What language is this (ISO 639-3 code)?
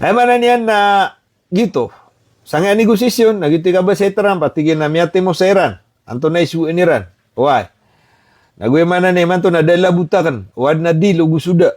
mrw